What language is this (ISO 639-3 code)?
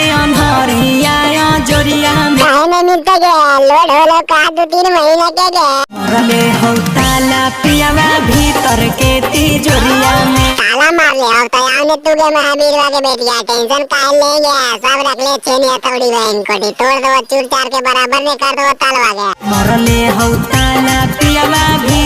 mag